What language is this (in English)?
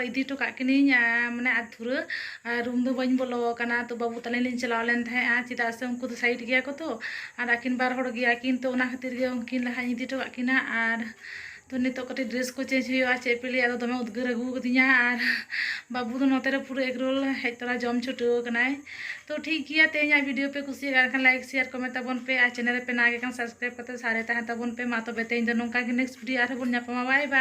Santali